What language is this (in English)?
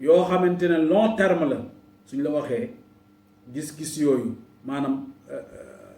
Wolof